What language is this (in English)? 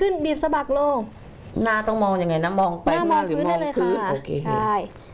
Thai